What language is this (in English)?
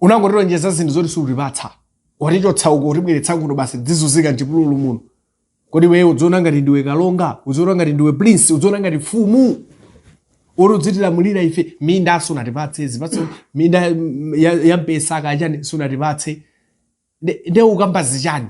Nyanja